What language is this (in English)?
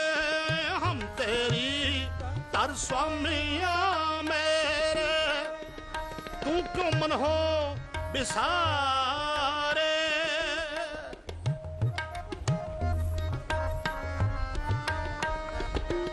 Punjabi